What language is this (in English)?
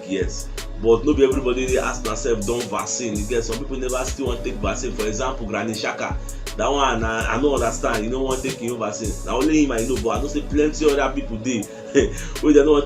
Nigerian Pidgin